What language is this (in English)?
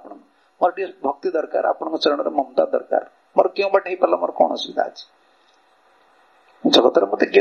Odia